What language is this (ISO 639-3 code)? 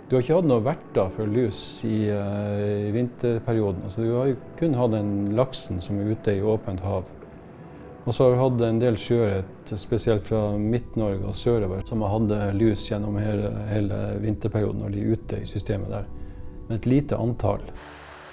nor